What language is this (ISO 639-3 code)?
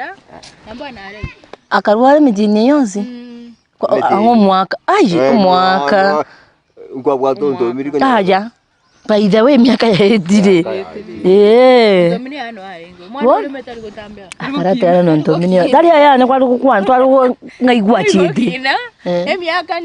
guz